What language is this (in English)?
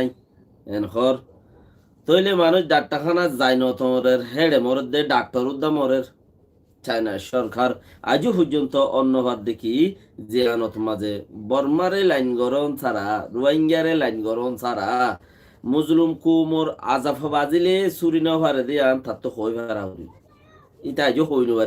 Rohingya